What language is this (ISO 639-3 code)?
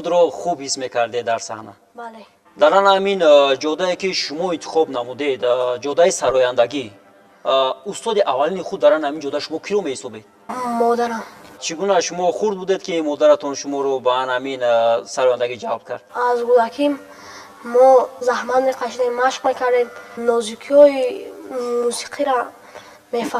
tgk